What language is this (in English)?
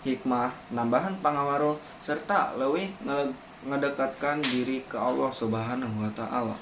Sundanese